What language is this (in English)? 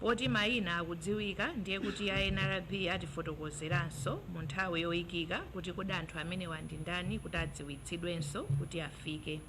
Nyanja